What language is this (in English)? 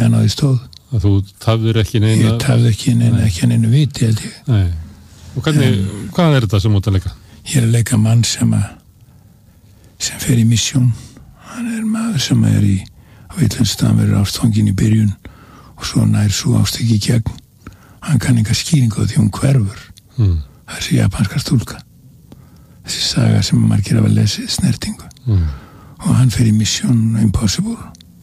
Icelandic